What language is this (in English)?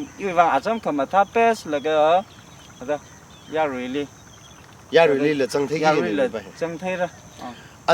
Tangkhul Naga (India)